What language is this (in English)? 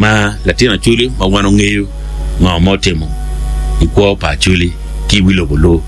Acoli